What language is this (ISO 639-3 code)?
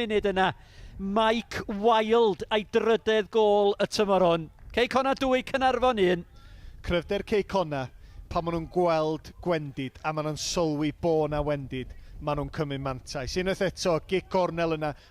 cym